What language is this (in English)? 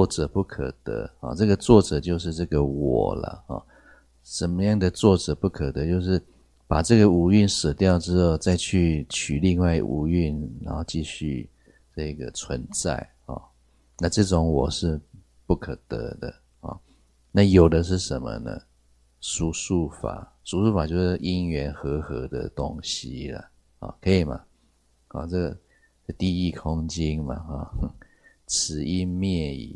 Chinese